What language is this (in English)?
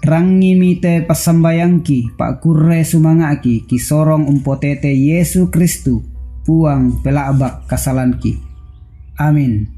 Toraja-Sa'dan